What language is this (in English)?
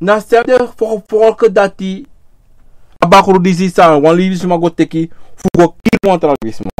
Sranan Tongo